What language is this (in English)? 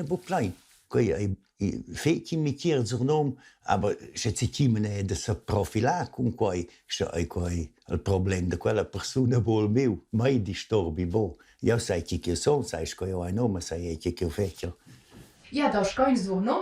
Romansh